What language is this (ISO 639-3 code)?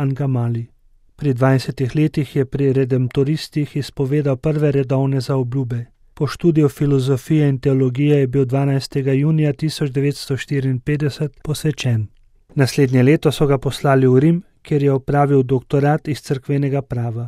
slv